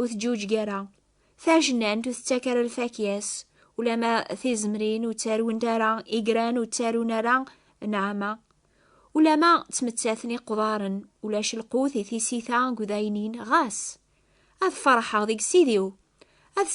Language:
Kabyle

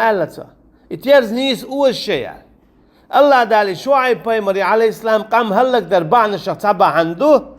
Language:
Chechen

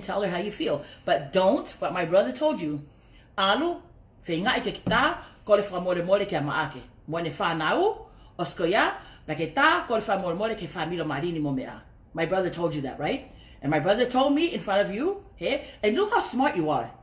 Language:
Tongan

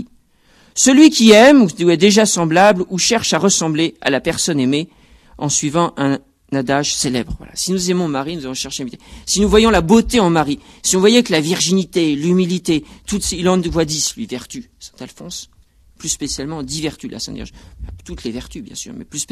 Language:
French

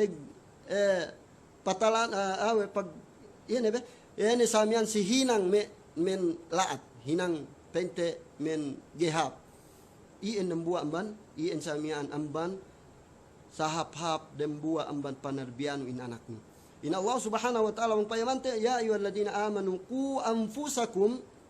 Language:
Yakan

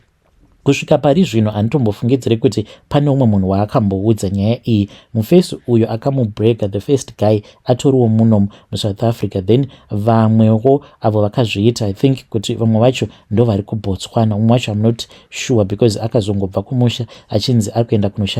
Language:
Shona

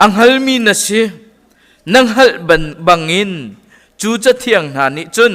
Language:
Hakha Chin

